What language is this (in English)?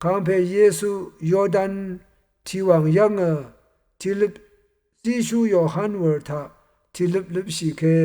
Rawang